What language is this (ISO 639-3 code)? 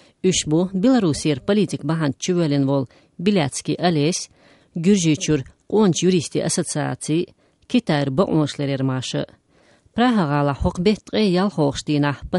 che